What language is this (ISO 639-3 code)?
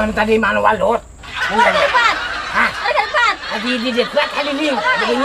bjn